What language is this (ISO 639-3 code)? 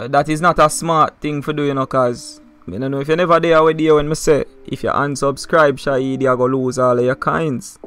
jam